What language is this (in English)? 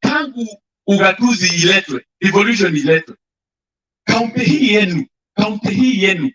Masai